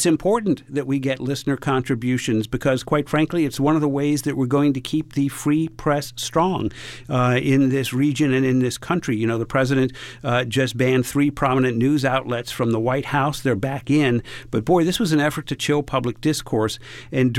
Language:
English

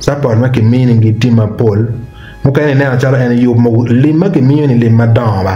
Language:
Acoli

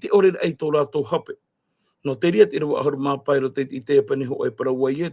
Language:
Tahitian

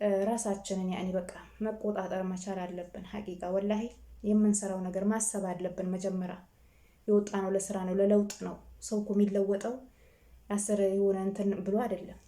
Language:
Amharic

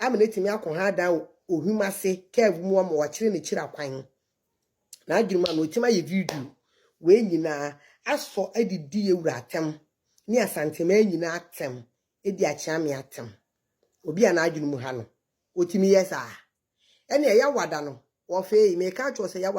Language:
Akan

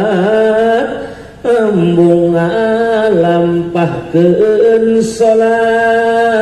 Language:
Sundanese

